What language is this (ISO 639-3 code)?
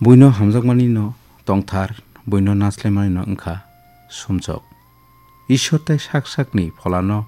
trp